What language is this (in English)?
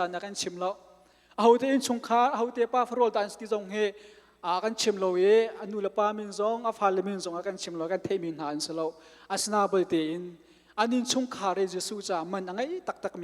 Hakha Chin